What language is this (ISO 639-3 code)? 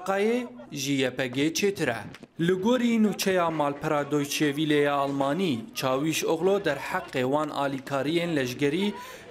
kur